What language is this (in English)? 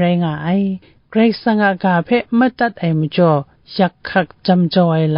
Kachin